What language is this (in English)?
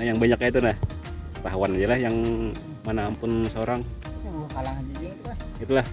Banjar